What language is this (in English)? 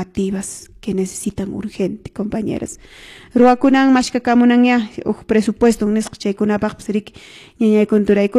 Quechua